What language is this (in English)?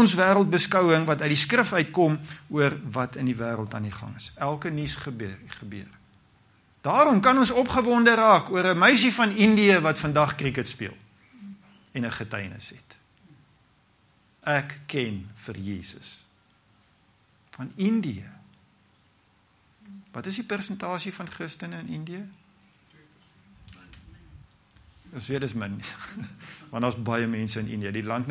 Afrikaans